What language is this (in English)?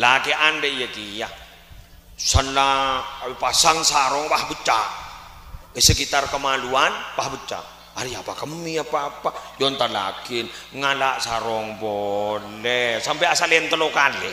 Madurese